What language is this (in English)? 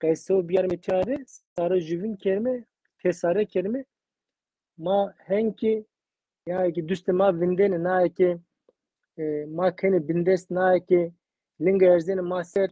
Zaza